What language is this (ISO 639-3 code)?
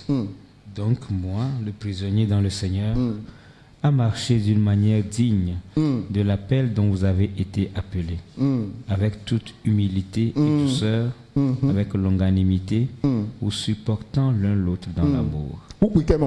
ewe